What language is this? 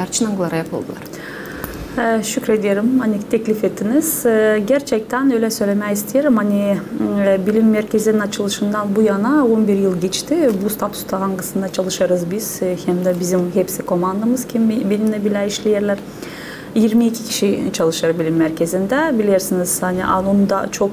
Gagauz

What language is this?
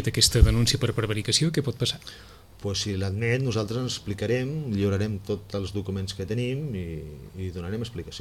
Catalan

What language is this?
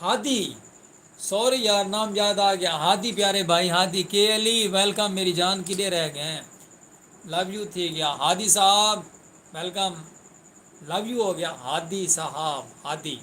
Saraiki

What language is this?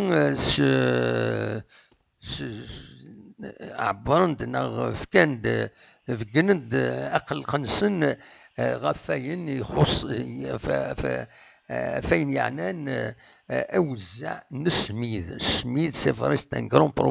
Kabyle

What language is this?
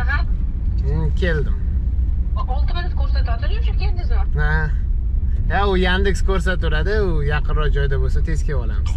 Uzbek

